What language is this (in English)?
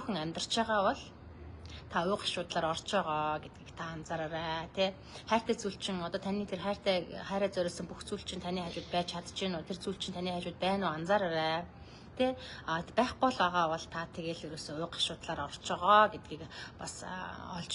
Mongolian